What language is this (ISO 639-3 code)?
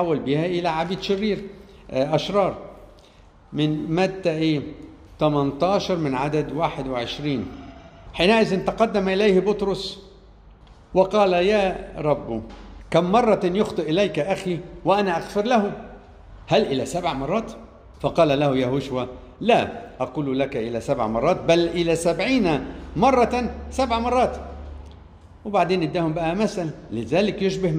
arz